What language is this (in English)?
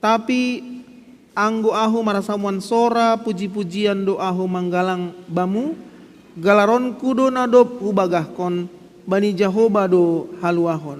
Batak Simalungun